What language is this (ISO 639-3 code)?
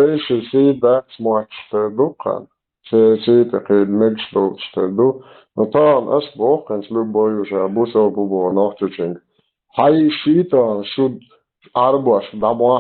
che